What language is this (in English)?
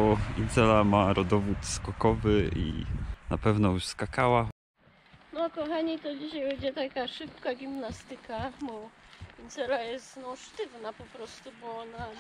Polish